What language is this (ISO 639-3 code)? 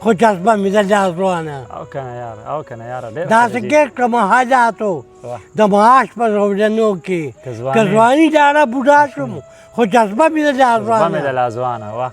pus